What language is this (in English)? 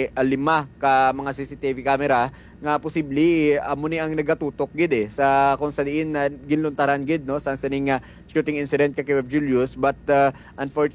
Hiligaynon